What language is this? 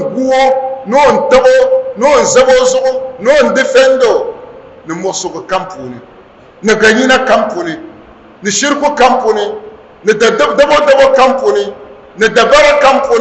Dagbani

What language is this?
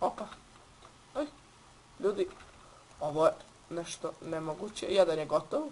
Bosnian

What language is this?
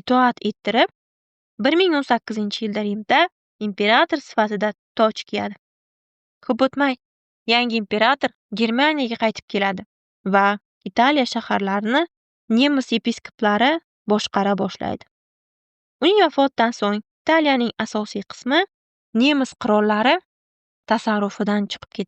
Uzbek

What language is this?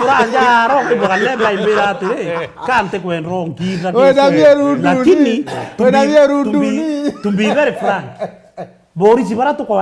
Meru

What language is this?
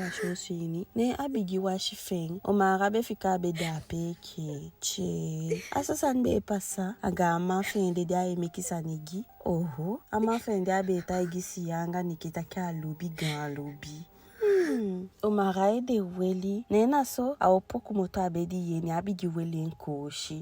Eastern Maroon Creole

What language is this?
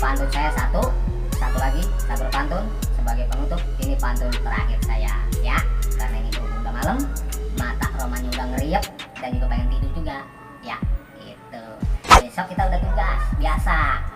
Betawi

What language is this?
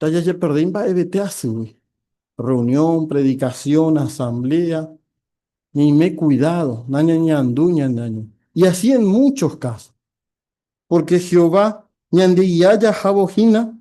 Guarani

